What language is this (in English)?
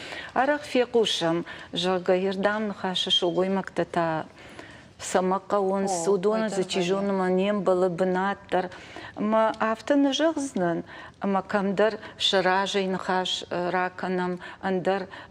Ossetic